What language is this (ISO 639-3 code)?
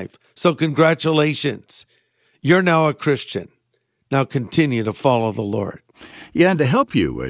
eng